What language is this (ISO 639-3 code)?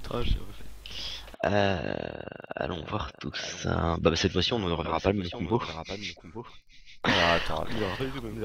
fra